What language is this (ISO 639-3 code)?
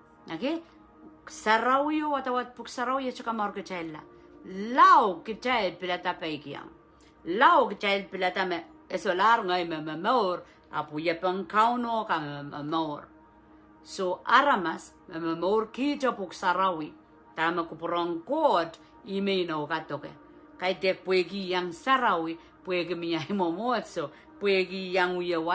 pon